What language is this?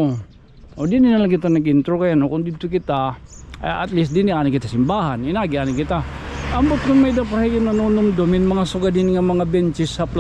Waray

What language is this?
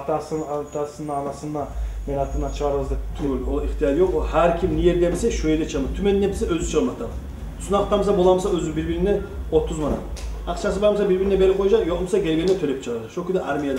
Kumyk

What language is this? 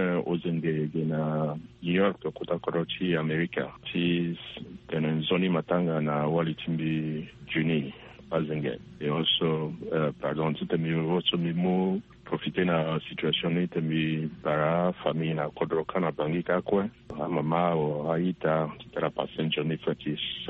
Sango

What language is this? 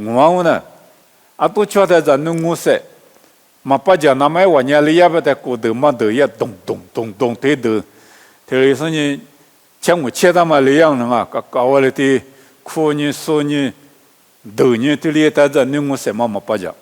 Lisu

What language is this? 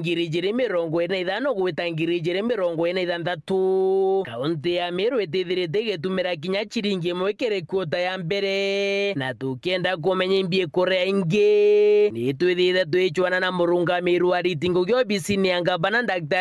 Meru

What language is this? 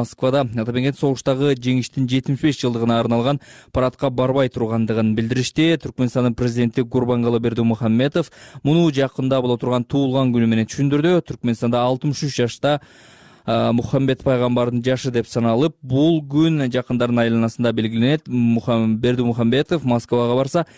Kyrgyz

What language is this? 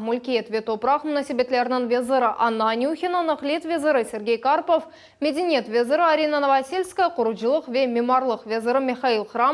Crimean Tatar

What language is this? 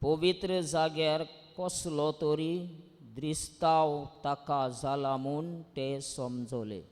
Konkani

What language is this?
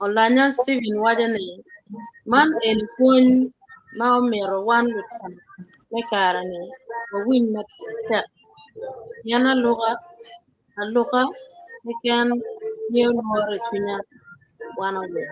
Acoli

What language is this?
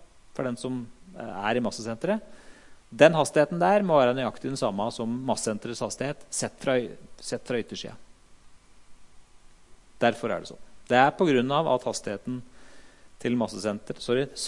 Norwegian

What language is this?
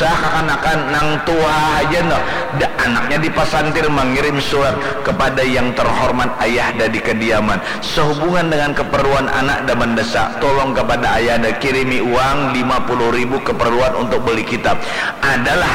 Banjar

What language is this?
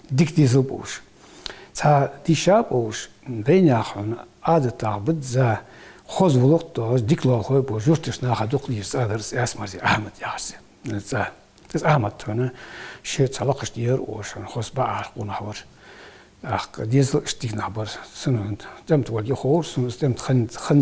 Ingush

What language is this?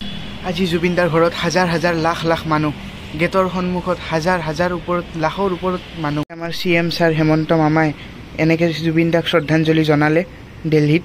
Assamese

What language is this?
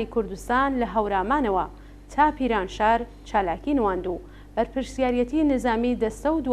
Central Kurdish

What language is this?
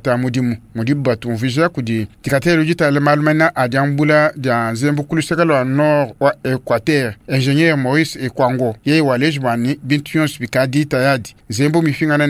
Luba-Lulua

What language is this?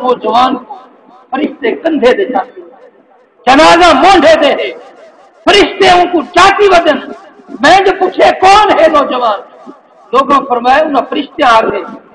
Saraiki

